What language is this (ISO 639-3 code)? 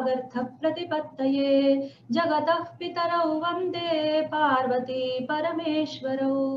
san